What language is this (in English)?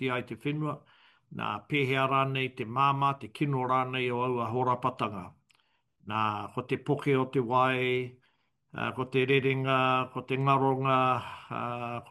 Māori